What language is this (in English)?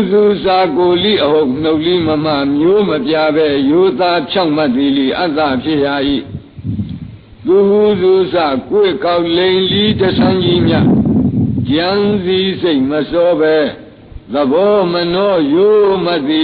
Burmese